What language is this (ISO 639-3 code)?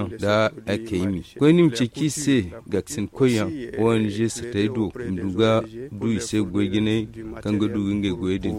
dje